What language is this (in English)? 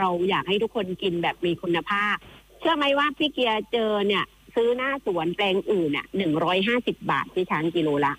Thai